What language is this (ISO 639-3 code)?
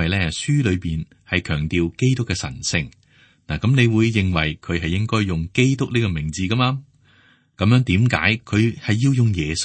yue